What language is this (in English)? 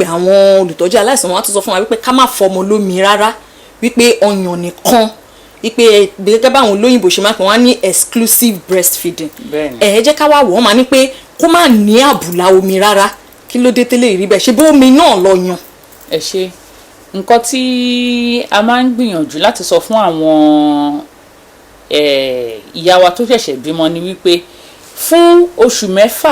Yoruba